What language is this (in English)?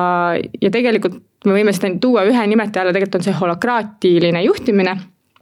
Estonian